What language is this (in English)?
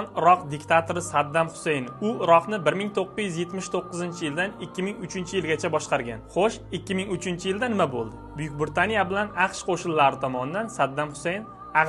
Uzbek